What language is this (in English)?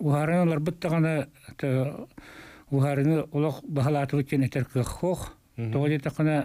Yakut